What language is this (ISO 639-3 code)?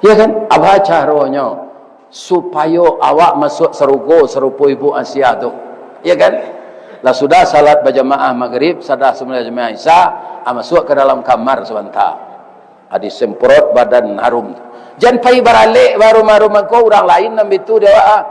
min